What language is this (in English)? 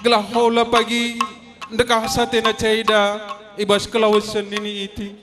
Batak Karo